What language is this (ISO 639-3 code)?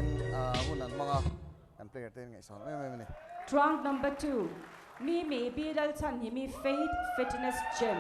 lus